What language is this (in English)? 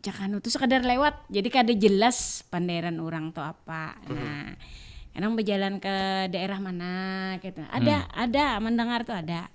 Banjar